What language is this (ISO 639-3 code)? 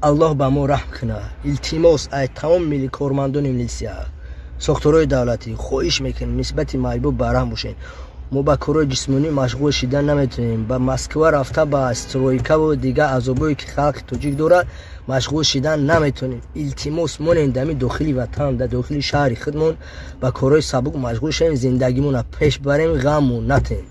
tgk